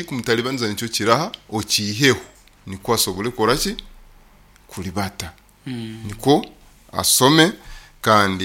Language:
Nyoro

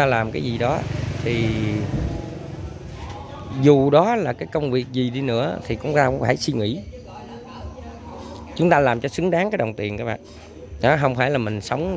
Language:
Vietnamese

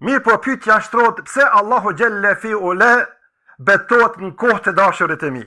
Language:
Albanian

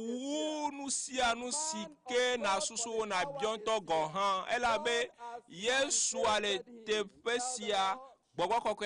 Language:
Ewe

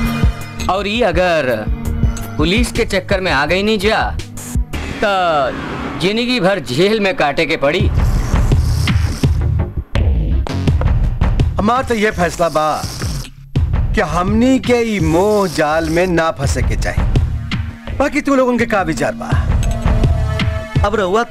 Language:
Bhojpuri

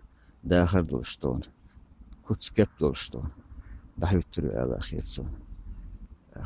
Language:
Chechen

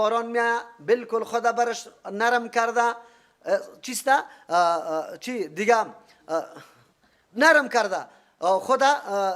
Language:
Persian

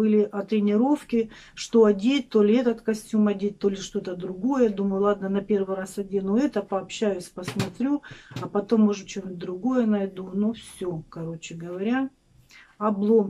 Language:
Russian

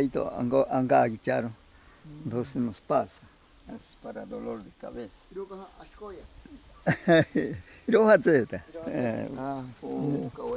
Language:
Ashéninka Perené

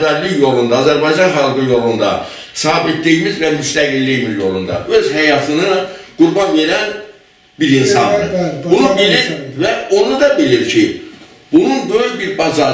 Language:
Azerbaijani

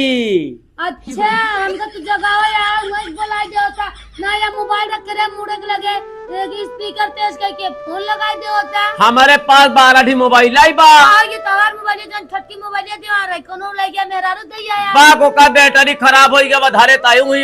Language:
Awadhi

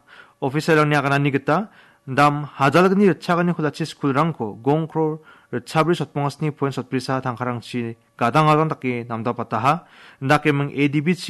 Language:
Garo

